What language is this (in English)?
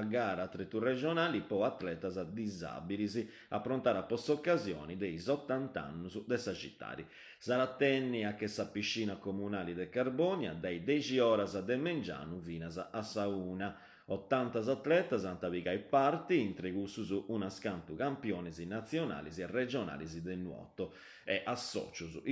Sardinian